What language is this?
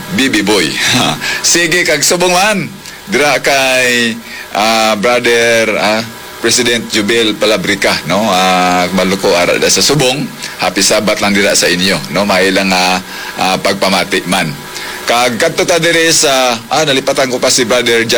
Hiligaynon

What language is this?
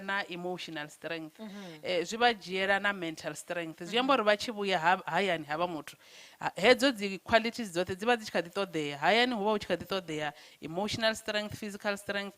Venda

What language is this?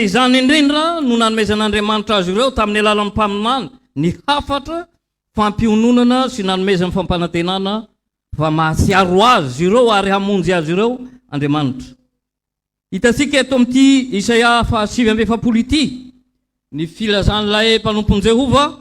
Malagasy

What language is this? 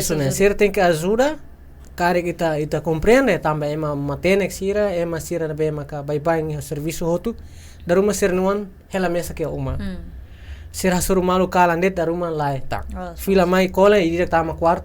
Tetum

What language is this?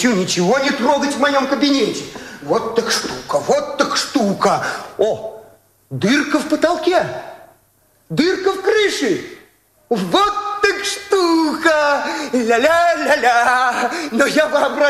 Russian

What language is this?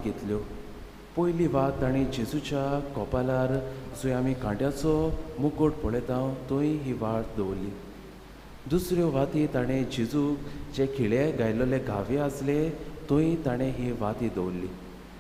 Konkani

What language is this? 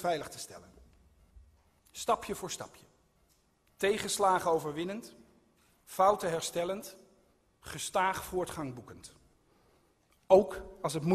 Dutch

